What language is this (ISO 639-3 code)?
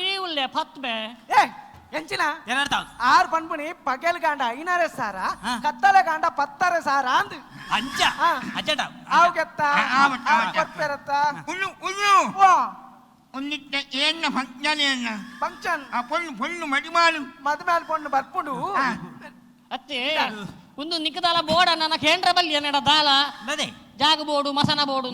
tcy